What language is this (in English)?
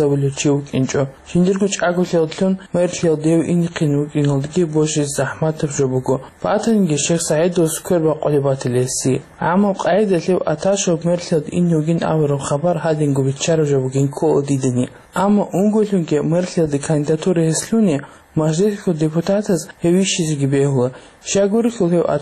Avaric